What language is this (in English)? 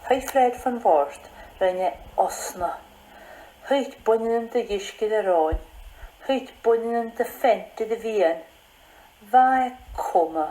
Scottish Gaelic